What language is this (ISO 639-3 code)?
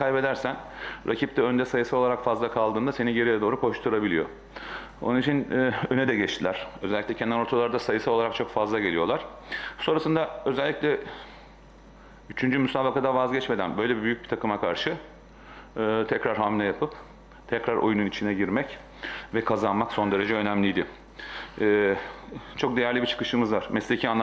tur